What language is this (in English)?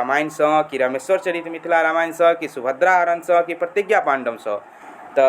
Maithili